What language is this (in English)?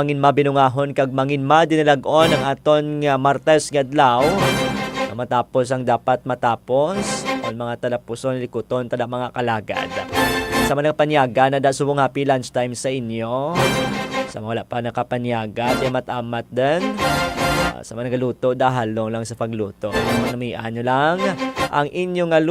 Hiligaynon